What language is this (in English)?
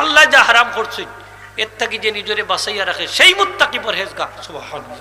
Sylheti